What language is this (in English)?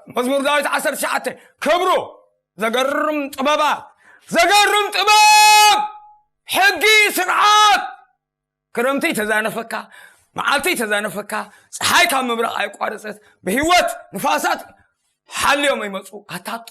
Tigrinya